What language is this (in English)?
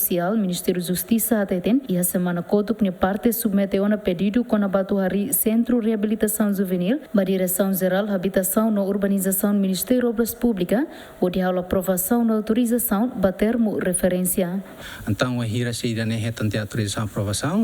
Tetum